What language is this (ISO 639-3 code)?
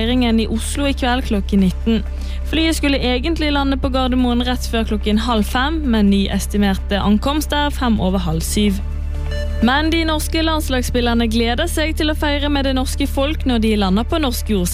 nor